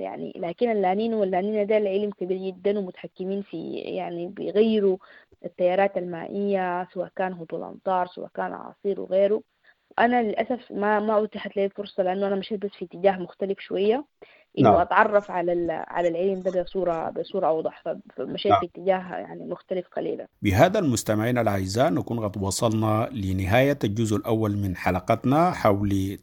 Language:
Sudanese Arabic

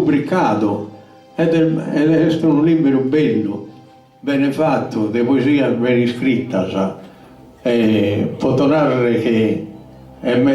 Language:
Sardinian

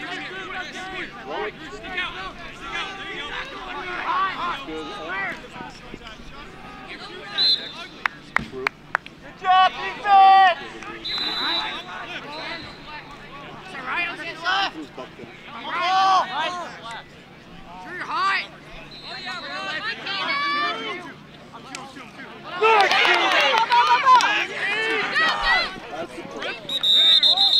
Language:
English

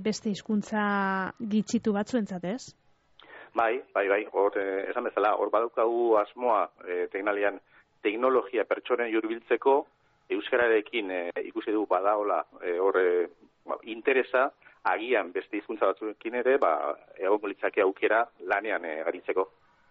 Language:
Basque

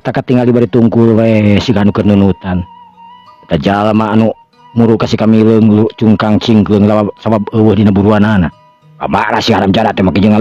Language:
Sundanese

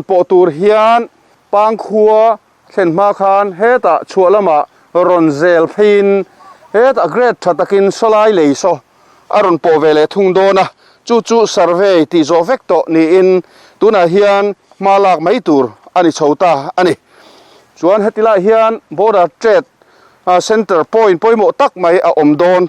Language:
Mizo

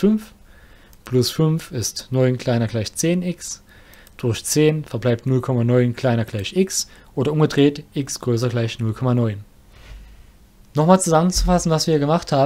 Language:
German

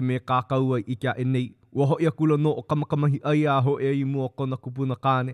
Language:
Hawaiian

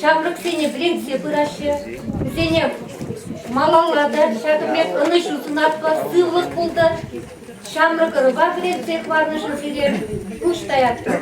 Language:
Chuvash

